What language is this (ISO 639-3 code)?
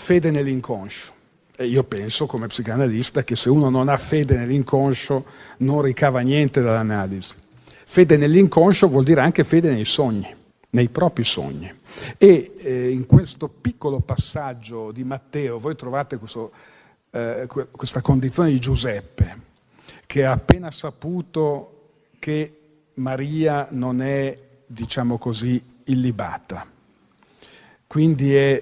ita